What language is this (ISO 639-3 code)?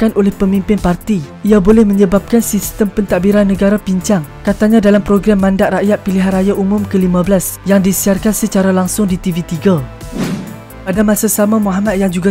msa